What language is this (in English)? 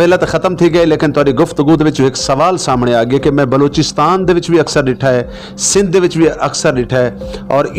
Saraiki